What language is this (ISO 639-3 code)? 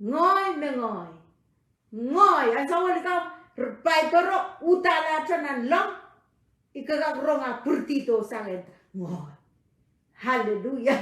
pon